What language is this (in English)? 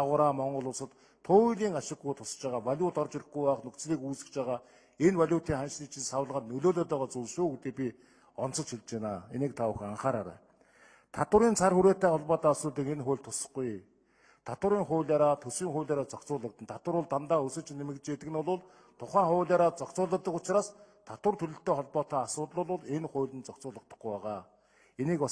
Mongolian